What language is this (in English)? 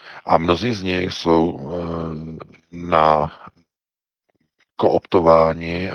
Czech